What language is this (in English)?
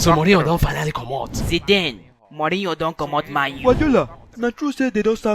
Nigerian Pidgin